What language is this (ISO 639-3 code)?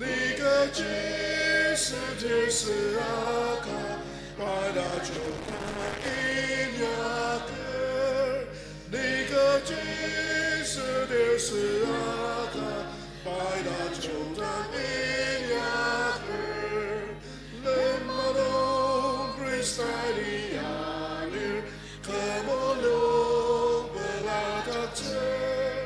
njo